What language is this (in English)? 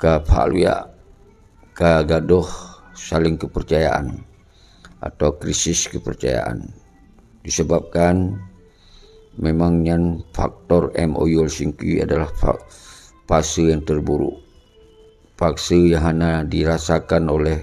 Achinese